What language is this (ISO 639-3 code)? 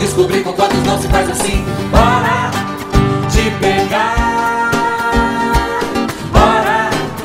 por